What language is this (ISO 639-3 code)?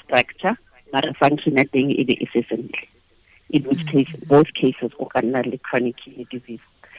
tsn